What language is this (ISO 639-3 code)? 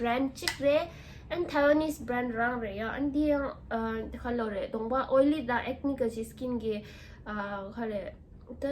bod